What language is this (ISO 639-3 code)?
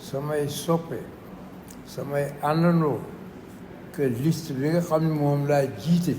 wol